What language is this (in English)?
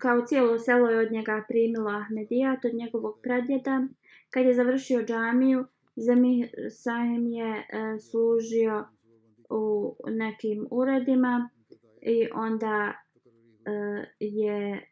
Bosnian